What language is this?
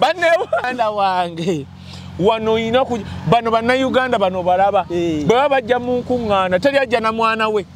Ganda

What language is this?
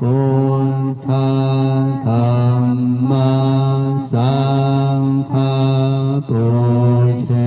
Pali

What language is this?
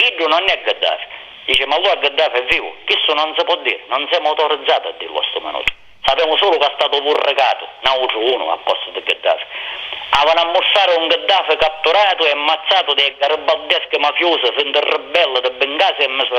Sicilian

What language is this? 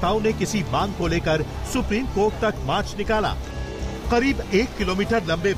Hindi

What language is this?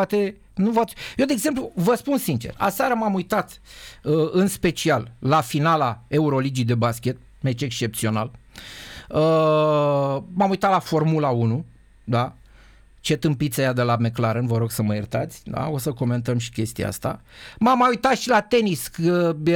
Romanian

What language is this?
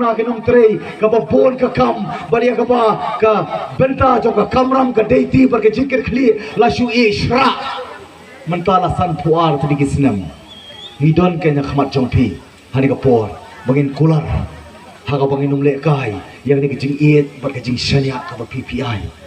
Khasi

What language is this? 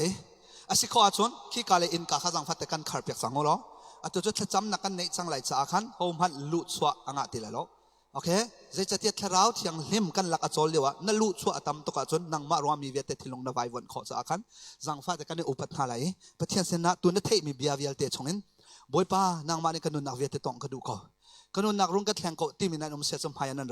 Hakha Chin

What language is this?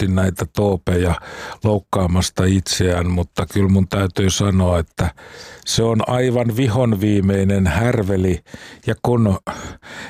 Finnish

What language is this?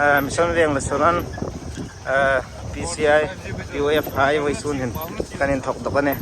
Hmar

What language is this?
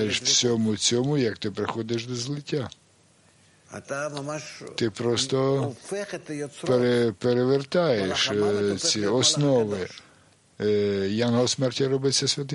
Ukrainian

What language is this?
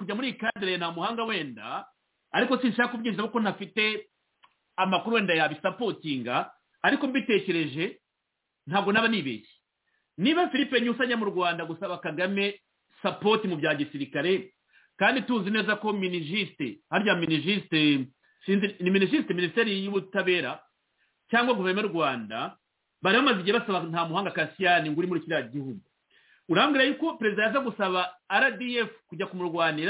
Kinyarwanda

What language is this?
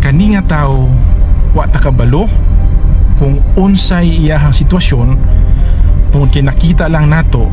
Cebuano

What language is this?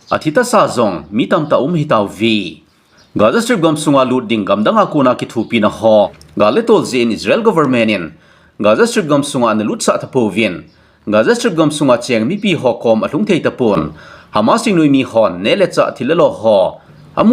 Thado Chin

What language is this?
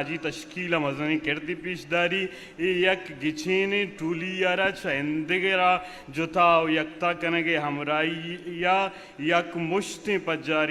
Eastern Balochi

